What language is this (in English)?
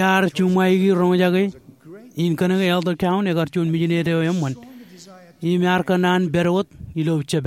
Marshallese